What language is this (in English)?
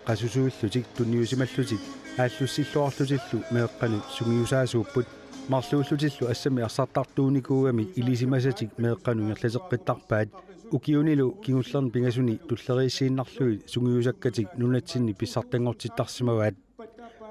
Kalaallisut